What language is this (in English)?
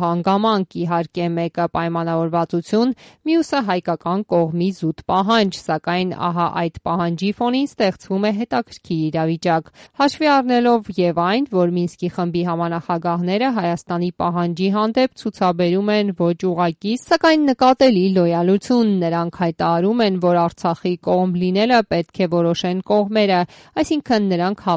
Armenian